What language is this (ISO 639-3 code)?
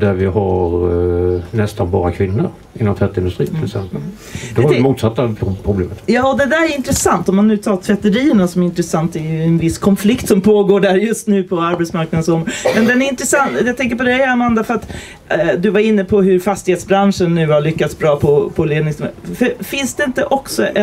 swe